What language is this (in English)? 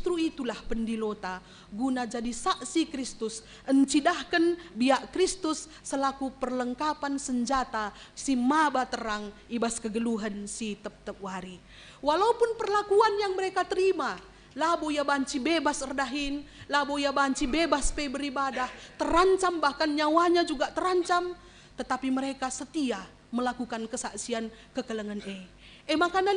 Batak Karo